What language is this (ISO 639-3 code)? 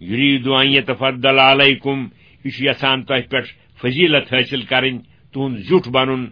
kas